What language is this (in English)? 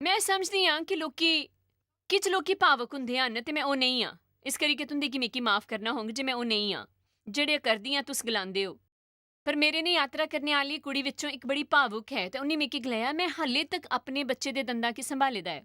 Dogri